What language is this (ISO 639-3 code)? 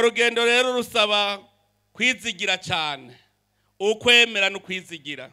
run